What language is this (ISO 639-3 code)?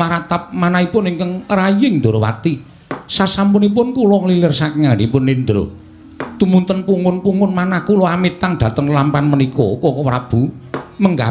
jav